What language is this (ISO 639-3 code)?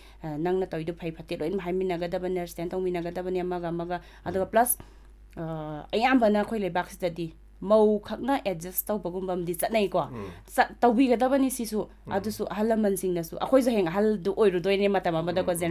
mni